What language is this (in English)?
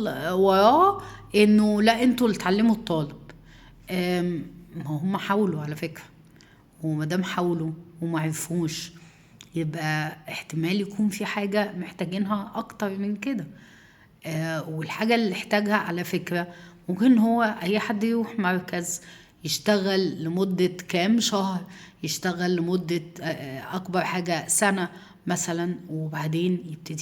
Egyptian Arabic